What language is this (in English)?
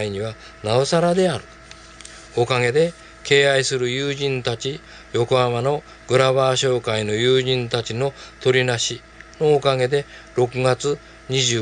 Japanese